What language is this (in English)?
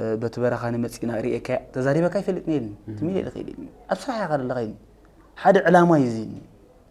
Tigrinya